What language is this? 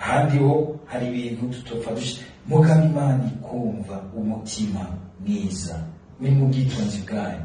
Rundi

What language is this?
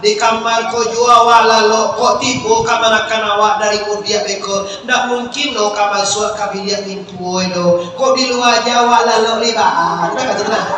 Minangkabau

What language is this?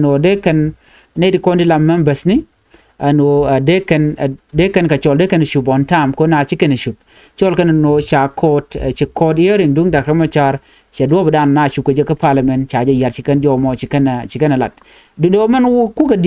Nuer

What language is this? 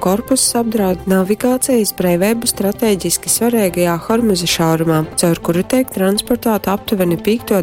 Latgalian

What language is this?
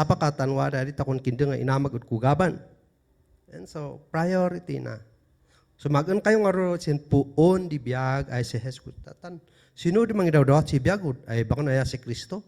Kankanaey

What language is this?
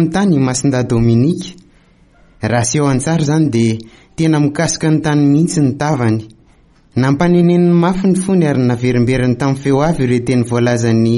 Malagasy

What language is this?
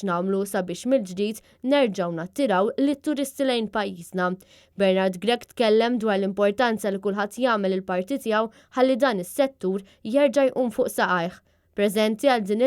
Maltese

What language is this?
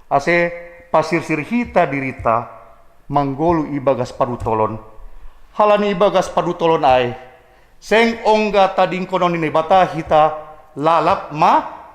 Batak Simalungun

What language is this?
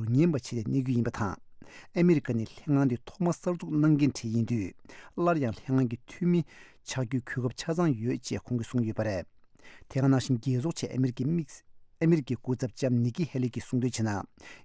Tibetan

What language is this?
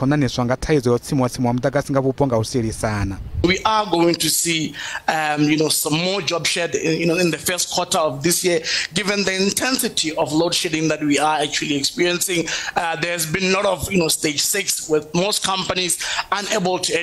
Venda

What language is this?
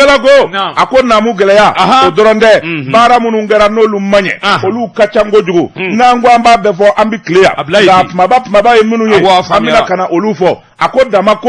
Bambara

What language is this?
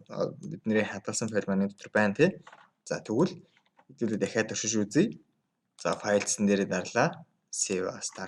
Mongolian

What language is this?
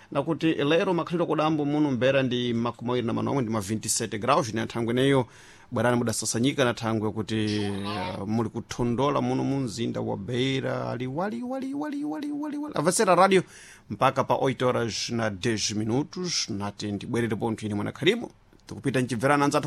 Sena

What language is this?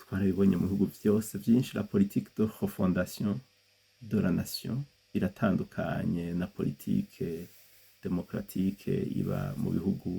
Rundi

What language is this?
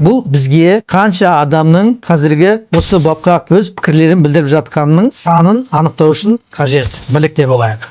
Kazakh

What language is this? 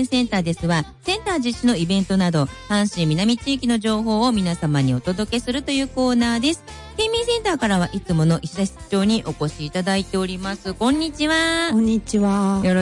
Japanese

